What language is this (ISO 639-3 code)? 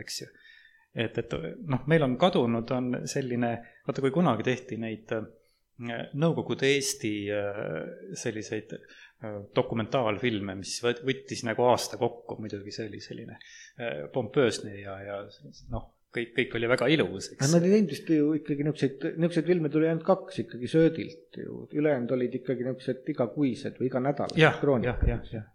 est